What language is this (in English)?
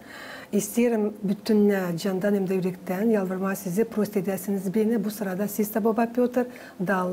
Gagauz